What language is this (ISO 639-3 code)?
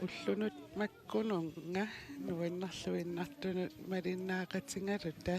kal